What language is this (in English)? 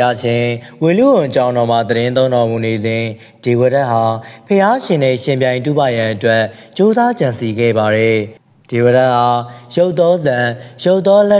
Burmese